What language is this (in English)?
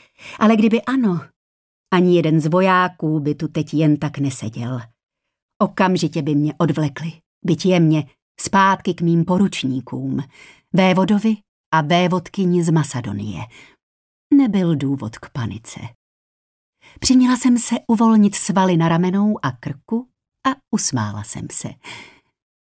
Czech